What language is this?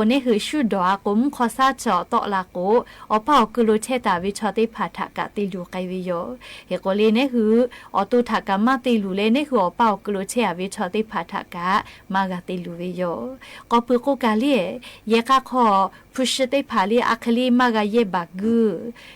Lahu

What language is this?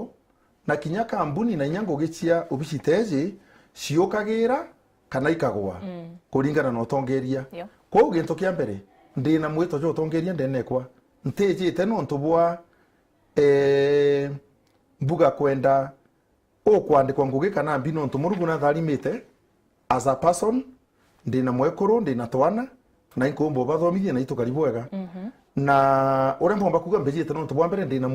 Meru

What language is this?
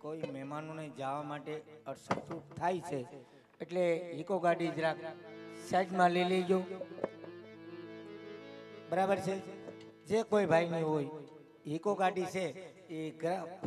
Gujarati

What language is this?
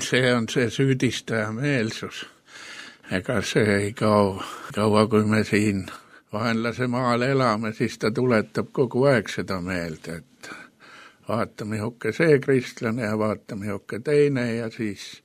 Estonian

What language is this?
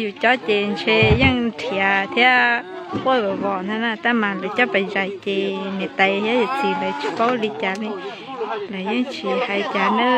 Hmong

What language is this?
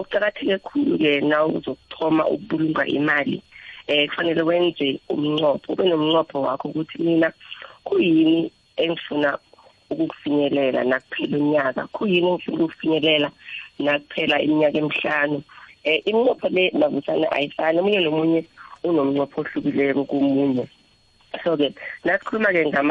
South Ndebele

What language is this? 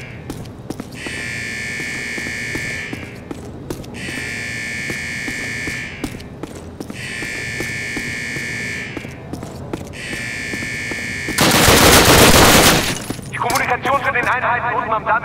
German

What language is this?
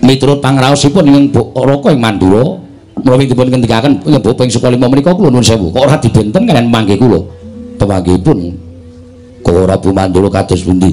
Javanese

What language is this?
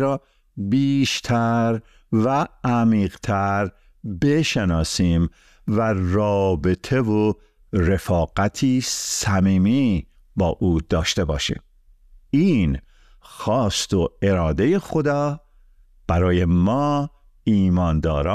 Persian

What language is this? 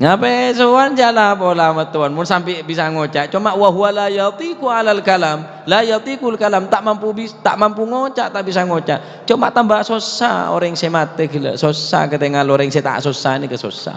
Madurese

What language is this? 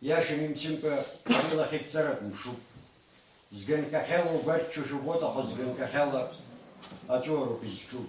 Abkhazian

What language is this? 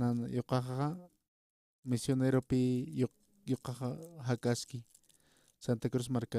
Aymara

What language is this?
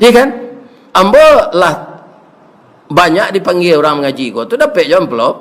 Minangkabau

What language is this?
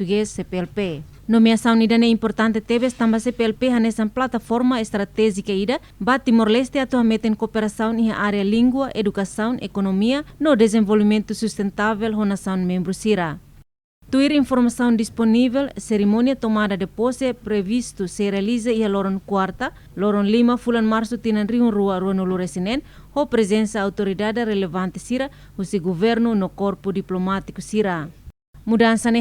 Tetum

